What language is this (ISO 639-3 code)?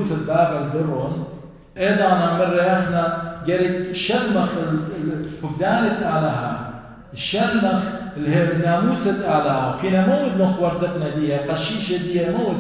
aii